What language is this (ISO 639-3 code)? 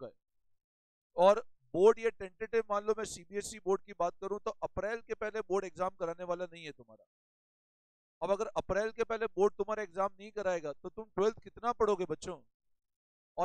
hin